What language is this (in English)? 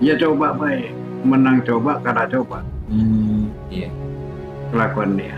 Madurese